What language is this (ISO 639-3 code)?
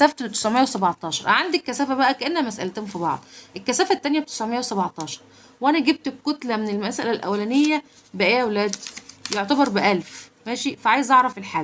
arz